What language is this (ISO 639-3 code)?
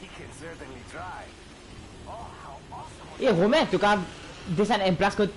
mfe